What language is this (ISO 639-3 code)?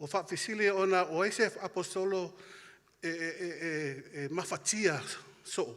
smo